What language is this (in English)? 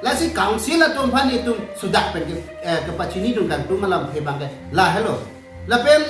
Karbi